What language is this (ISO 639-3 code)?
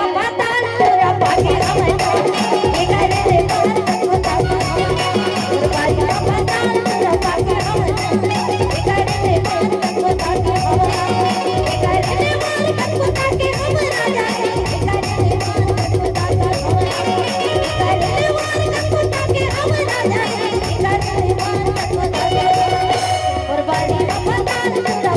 hne